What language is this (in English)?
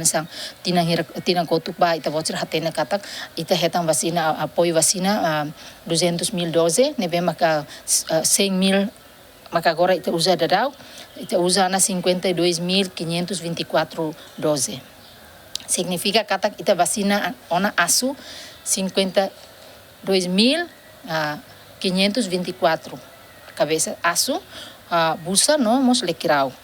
Tetum